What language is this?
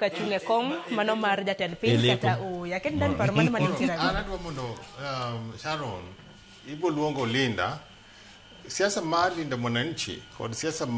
Luo (Kenya and Tanzania)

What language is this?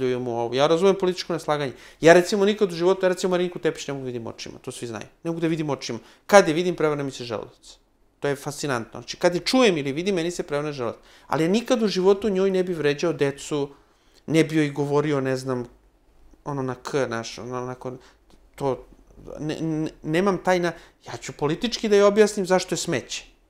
Serbian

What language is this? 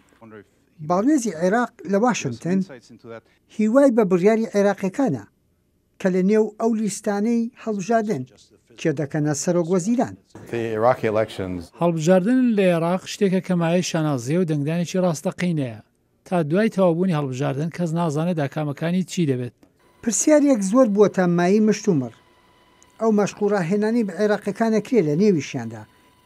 Central Kurdish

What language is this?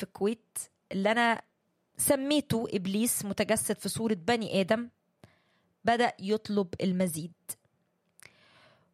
Egyptian Arabic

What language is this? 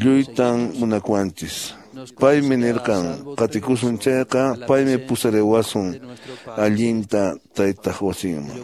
Quechua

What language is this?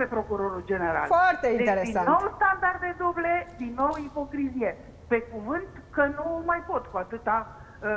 Romanian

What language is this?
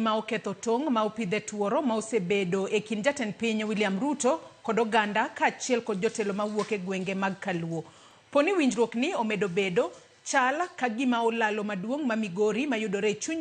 Luo (Kenya and Tanzania)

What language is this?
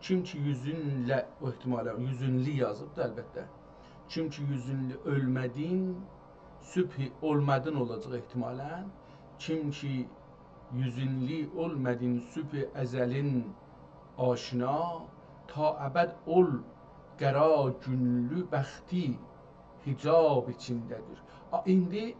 South Azerbaijani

